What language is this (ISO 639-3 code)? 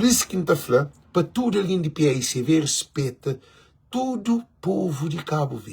kea